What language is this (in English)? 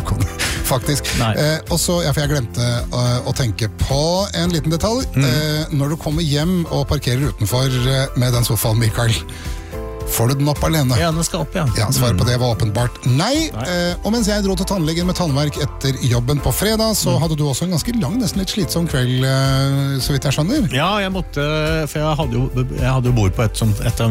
Norwegian